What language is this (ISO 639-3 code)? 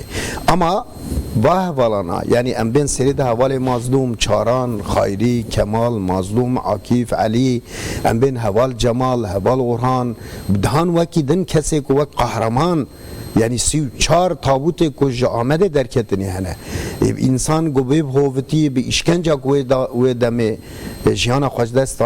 kur